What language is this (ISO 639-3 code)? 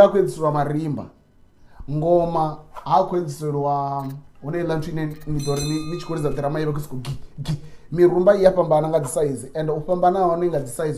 ven